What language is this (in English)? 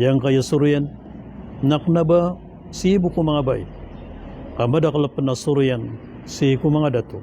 Maranao